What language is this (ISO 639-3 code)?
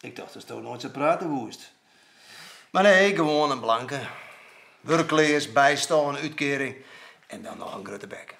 fry